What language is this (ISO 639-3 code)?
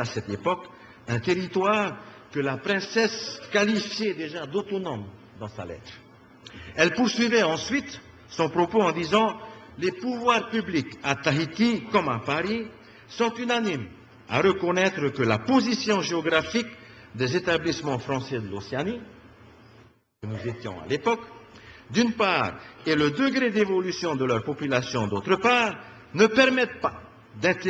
fra